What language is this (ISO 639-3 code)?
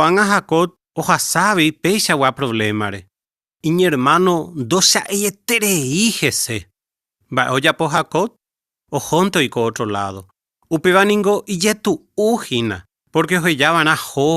grn